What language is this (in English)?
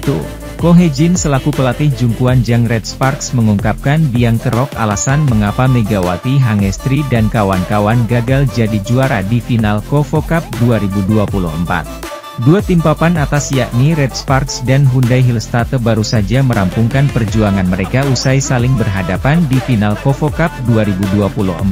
Indonesian